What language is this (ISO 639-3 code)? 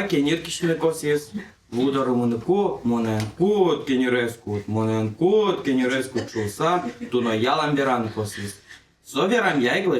udm